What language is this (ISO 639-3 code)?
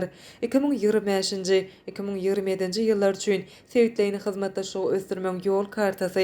tuk